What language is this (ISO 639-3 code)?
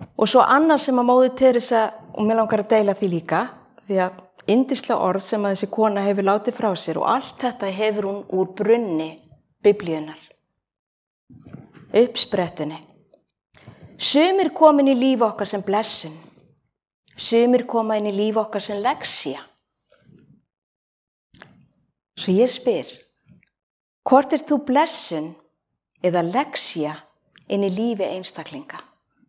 isl